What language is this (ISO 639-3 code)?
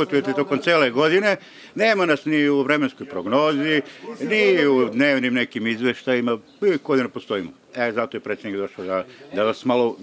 srp